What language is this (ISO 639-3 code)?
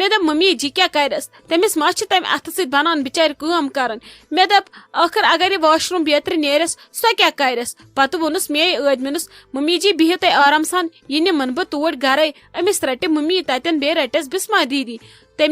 kas